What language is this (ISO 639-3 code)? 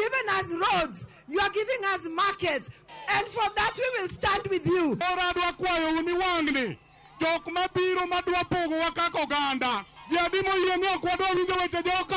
luo